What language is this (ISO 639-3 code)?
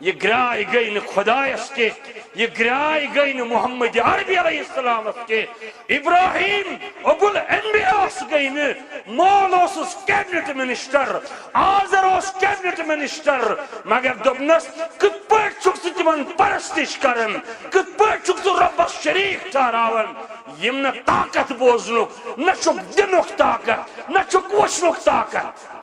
kas